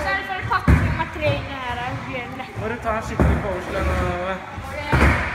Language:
Norwegian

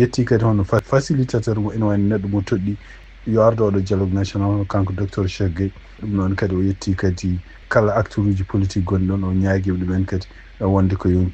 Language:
Fula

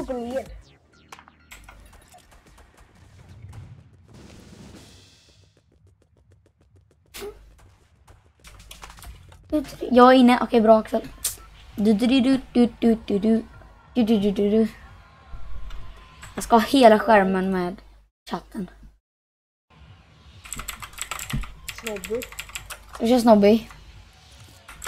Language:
Swedish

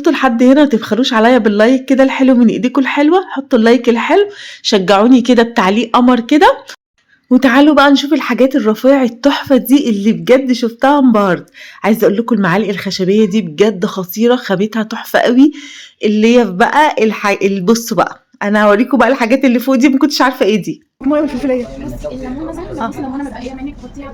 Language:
Egyptian Arabic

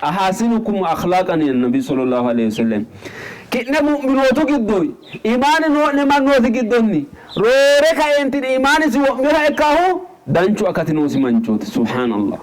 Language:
Sidamo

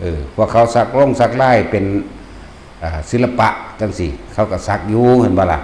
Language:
Northeastern Thai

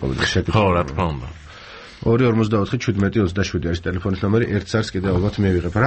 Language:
Georgian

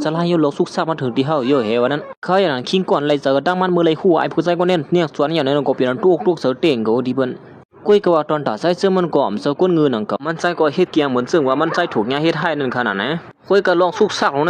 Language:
Shan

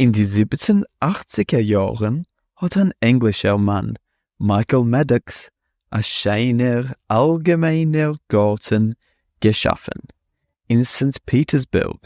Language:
Yiddish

